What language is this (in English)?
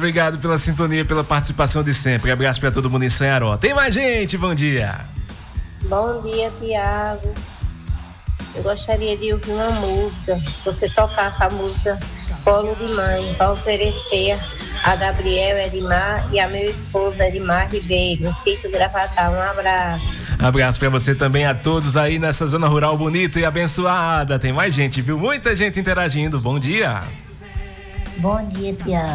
Portuguese